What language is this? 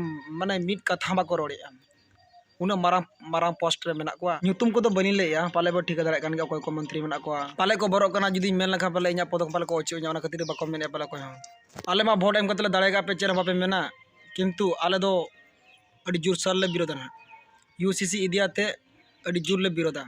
Santali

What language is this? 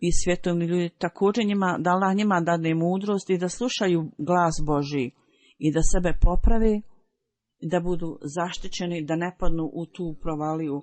Bosnian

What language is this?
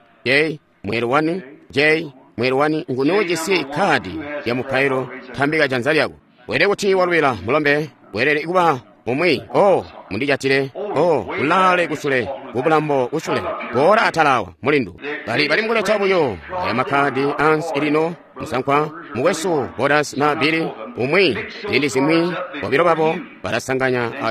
Tonga (Zambia)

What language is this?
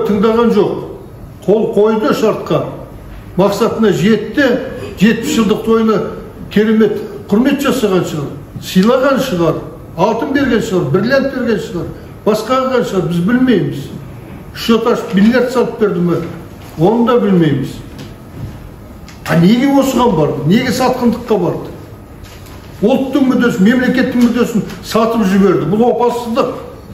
Kazakh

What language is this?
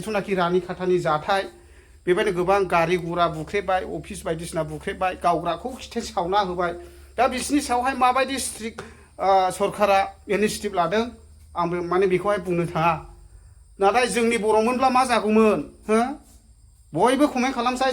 Bodo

